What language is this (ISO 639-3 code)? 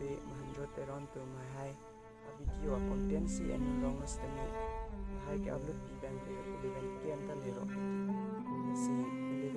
mjw